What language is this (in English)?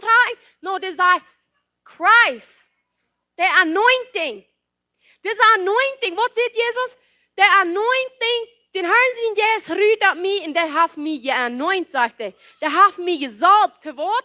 Plautdietsch